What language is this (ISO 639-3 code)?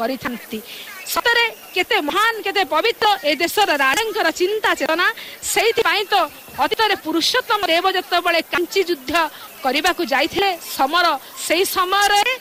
ori